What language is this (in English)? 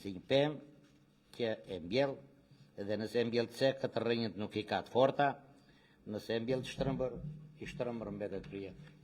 Albanian